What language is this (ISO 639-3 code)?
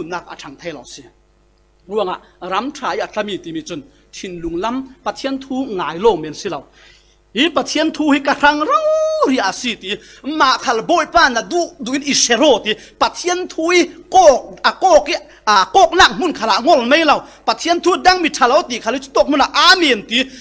cfm